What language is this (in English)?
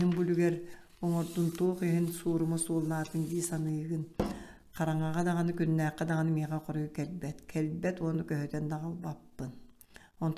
Yakut